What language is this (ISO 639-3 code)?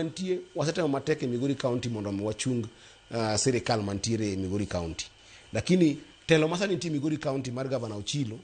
luo